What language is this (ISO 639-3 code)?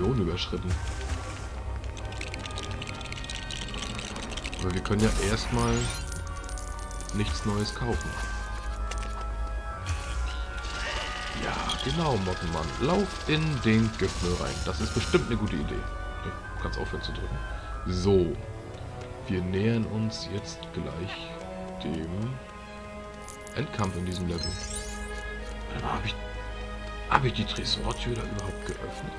deu